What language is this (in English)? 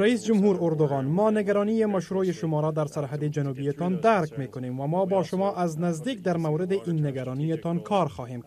Persian